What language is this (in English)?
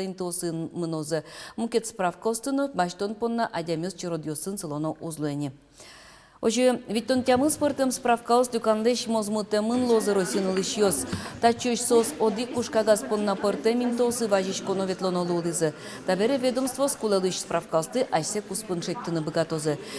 Udmurt